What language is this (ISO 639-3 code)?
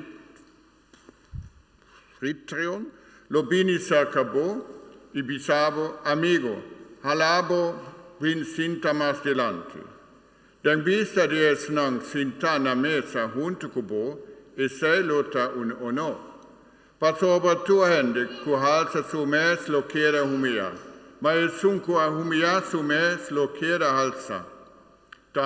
pap